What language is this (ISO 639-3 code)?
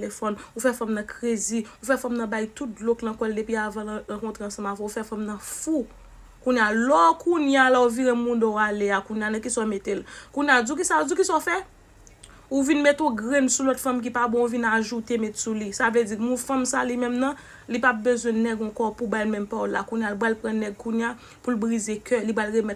hat